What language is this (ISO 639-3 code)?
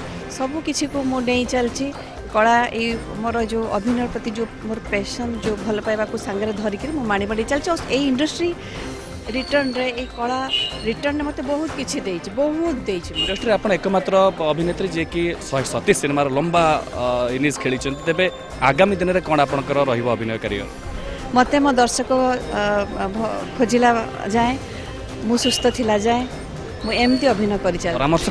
ori